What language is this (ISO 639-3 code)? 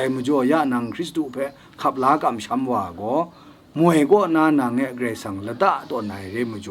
kac